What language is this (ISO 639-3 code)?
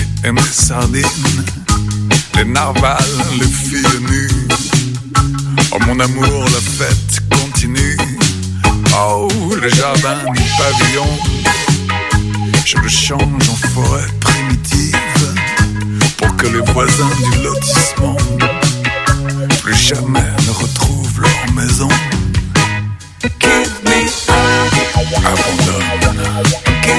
fra